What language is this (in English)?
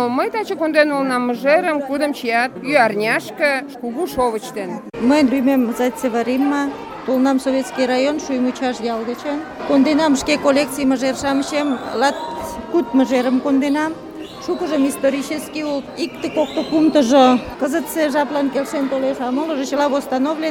Mari